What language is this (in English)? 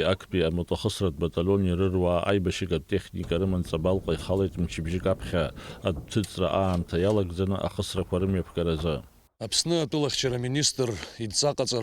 Abkhazian